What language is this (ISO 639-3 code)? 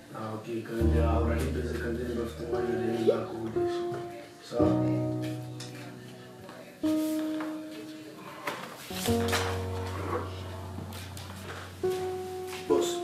kin